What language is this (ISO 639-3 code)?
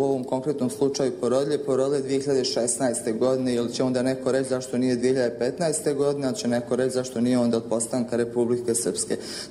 bos